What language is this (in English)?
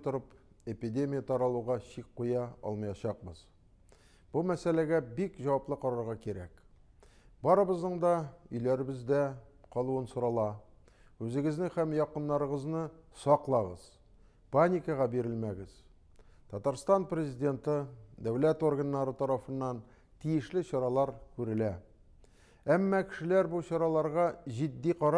Tatar